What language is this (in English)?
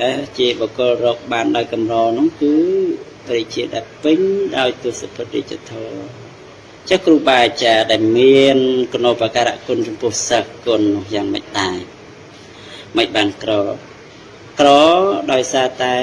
Khmer